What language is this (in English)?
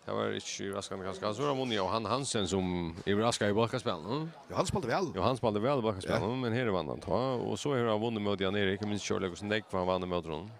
Faroese